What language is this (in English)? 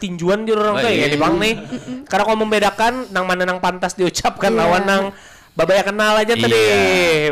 Banjar